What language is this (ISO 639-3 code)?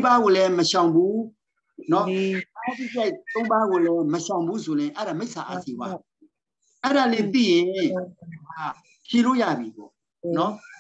mya